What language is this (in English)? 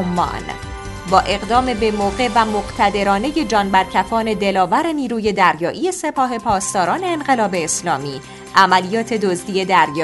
Persian